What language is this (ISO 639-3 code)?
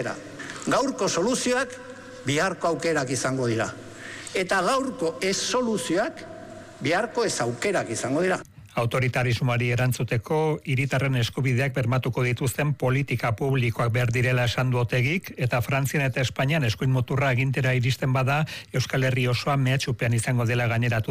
eus